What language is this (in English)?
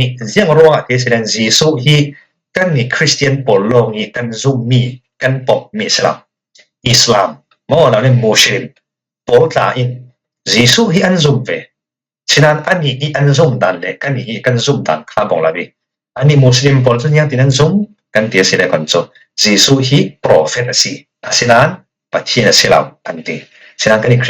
Falam Chin